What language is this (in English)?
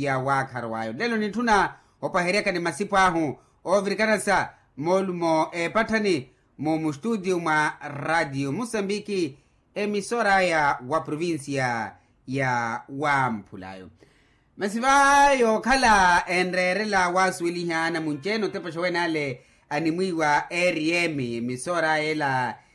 Makhuwa